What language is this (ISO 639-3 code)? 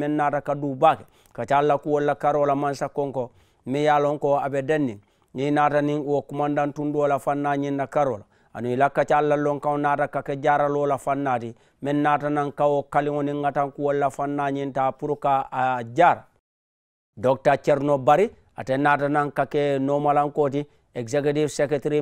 man